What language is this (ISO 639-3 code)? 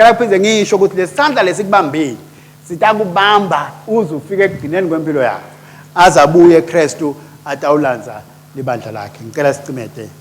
ssw